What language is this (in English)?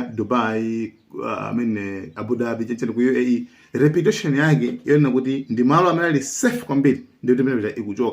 Nyanja